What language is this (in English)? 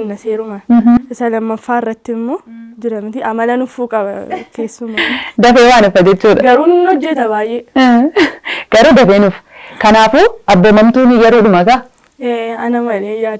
Oromo